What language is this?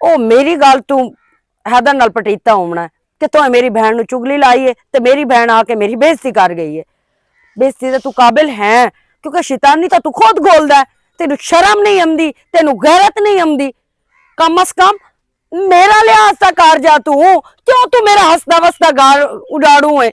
Western Panjabi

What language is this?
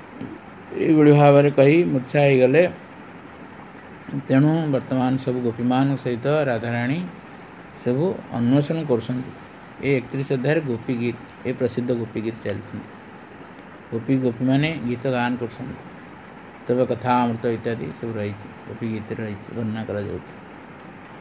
Odia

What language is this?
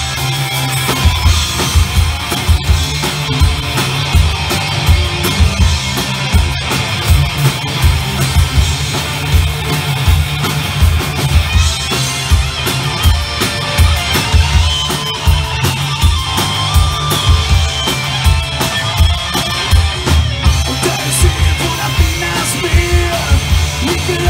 Swedish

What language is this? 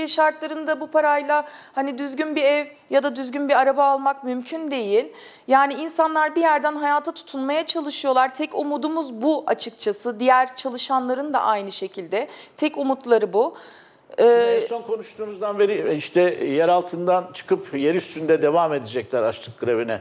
Turkish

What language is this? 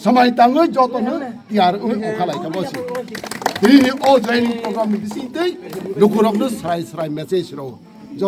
Kok Borok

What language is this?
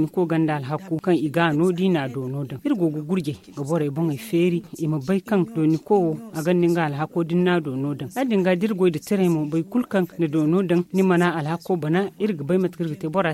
Zarma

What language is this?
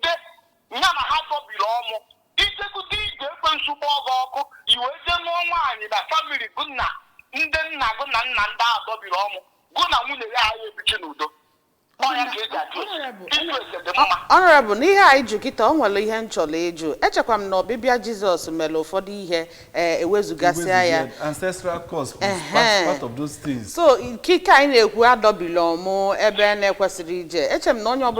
Igbo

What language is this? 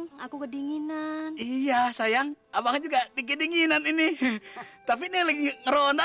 Betawi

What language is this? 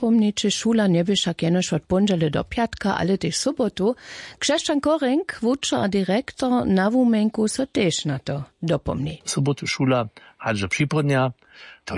Upper Sorbian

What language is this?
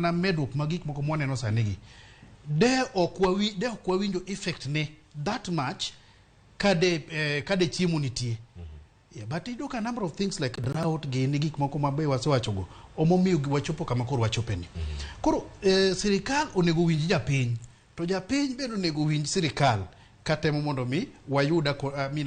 Luo (Kenya and Tanzania)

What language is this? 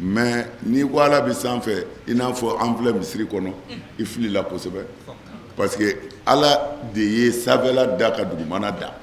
Bambara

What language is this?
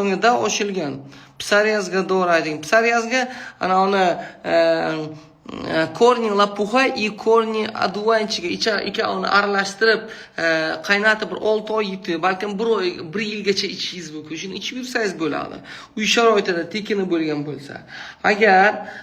Uzbek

